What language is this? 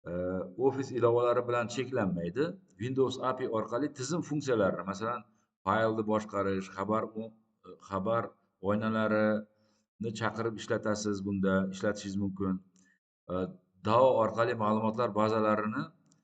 Uzbek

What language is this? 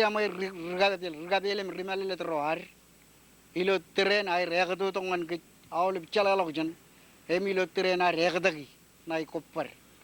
Marshallese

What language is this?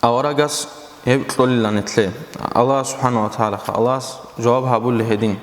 Avaric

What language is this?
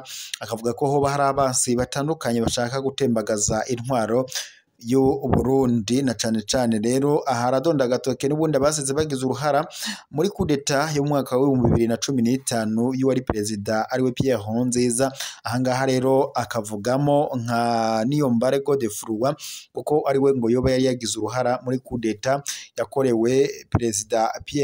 Rundi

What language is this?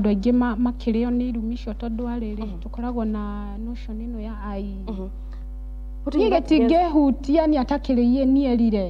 Kikuyu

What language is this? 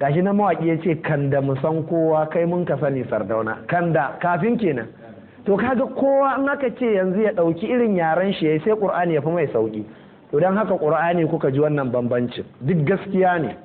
Hausa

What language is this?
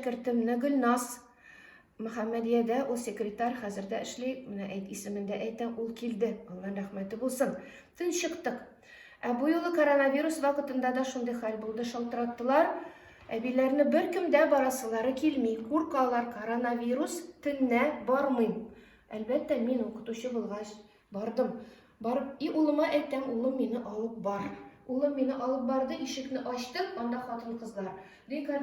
Tatar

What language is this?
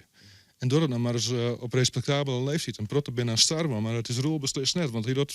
Western Frisian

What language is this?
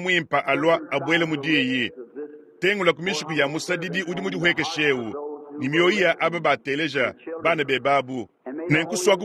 Luba-Lulua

